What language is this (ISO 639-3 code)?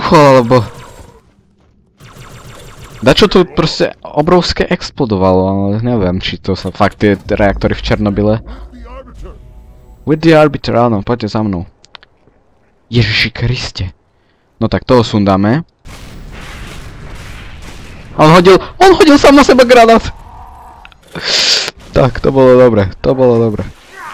slk